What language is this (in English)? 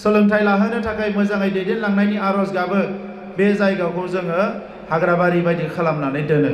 Bodo